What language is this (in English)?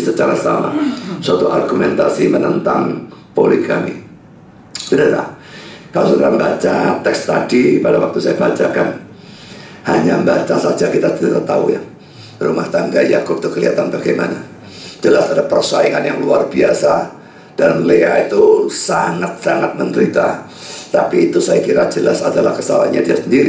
Indonesian